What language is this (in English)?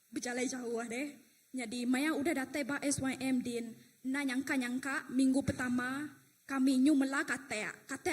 Iban